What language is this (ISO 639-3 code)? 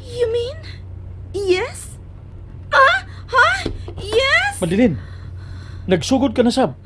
ceb